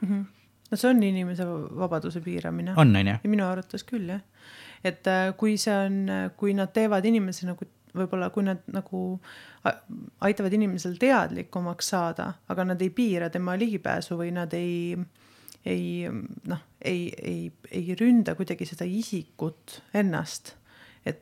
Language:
Estonian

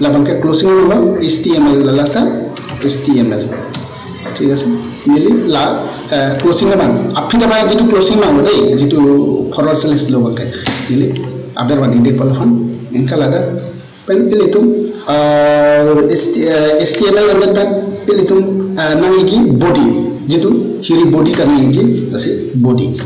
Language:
Karbi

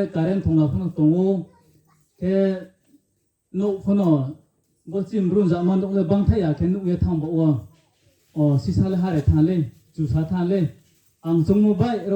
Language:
Riang (India)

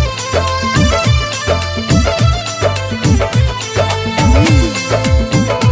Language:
Bhojpuri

